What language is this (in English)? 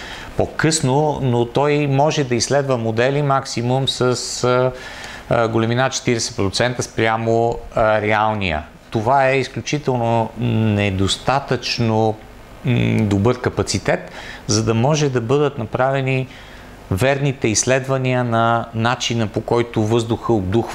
Bulgarian